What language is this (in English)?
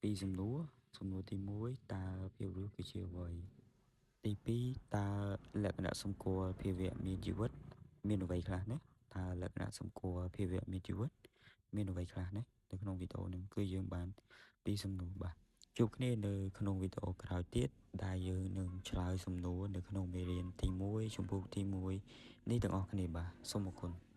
Khmer